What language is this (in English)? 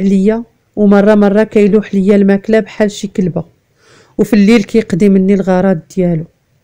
Moroccan Arabic